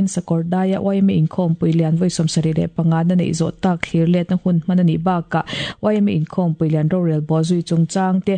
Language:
Mizo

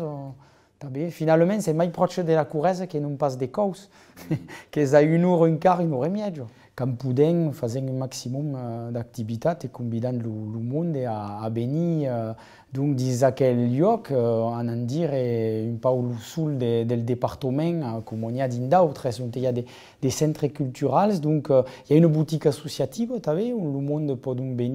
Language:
Occitan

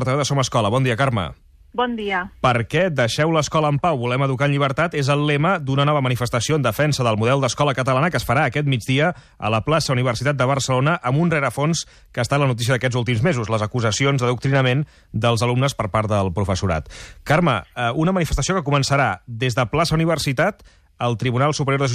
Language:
Catalan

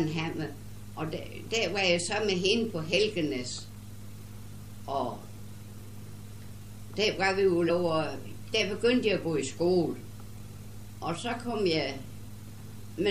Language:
Danish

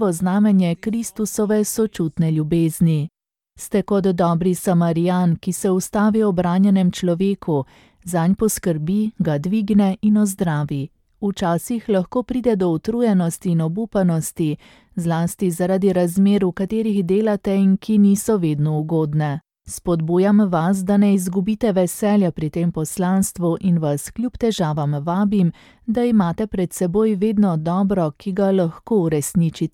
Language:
Slovenian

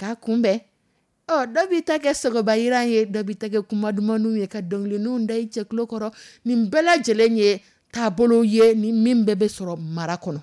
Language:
Dyula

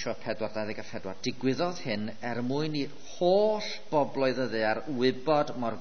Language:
Welsh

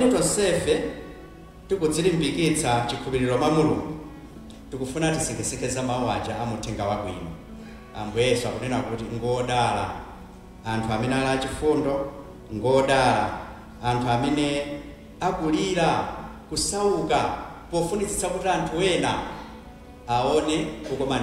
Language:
Nyanja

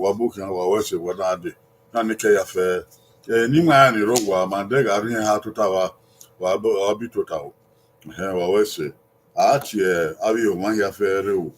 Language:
Bini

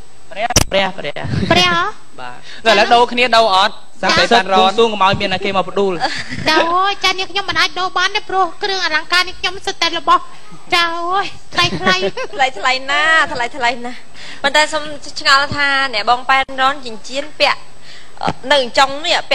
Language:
Khmer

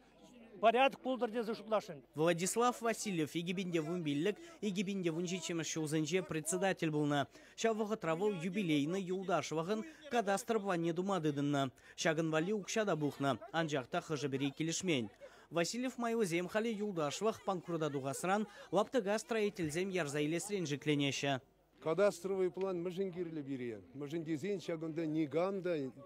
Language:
Chuvash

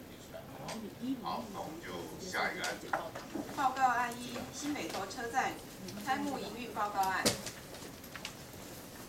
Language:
Chinese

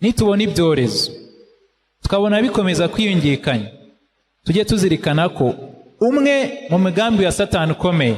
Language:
Kinyarwanda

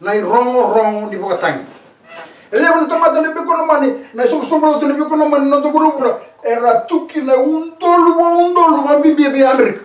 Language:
Fijian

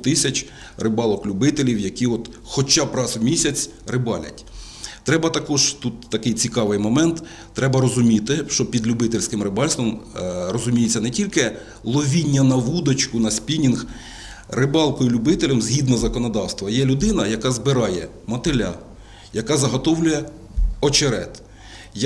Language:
Ukrainian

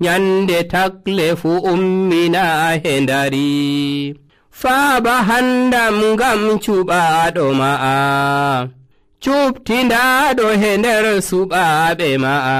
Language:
Nigerian Fulfulde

